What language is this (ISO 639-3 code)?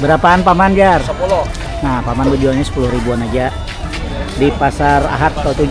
bjn